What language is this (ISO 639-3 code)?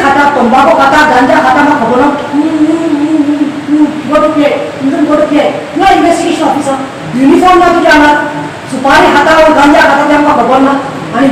kok